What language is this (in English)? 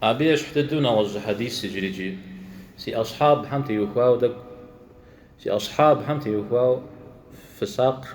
Kabardian